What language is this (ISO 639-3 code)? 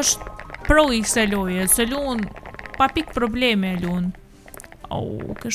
sqi